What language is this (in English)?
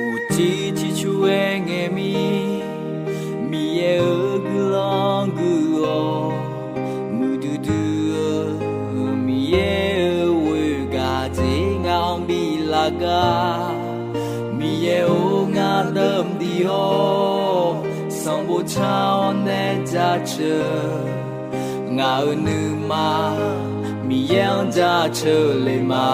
Akha